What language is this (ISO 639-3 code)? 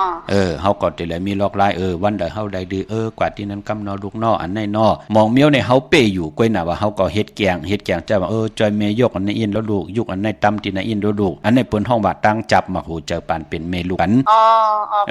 shn